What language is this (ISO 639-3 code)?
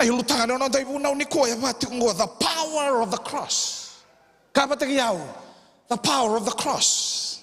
fij